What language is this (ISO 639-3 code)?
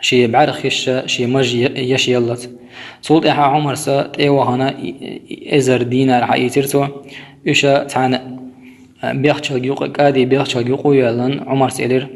che